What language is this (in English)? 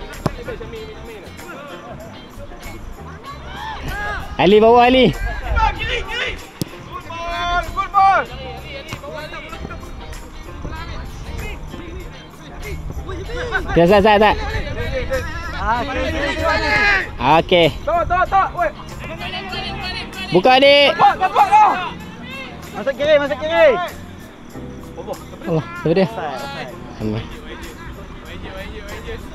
Malay